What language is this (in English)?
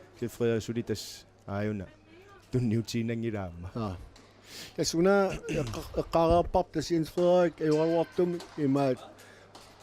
Kalaallisut